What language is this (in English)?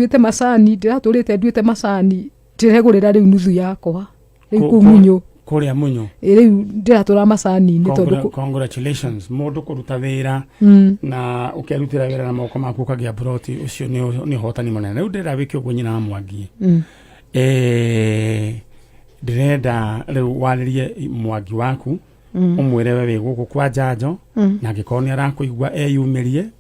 Kikuyu